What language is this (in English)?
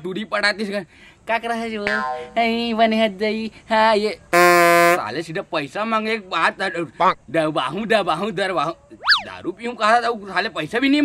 Chhattisgarhi